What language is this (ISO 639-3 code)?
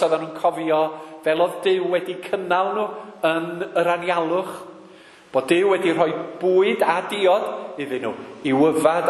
cym